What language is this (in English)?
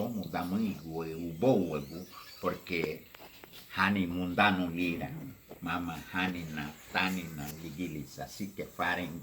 Garifuna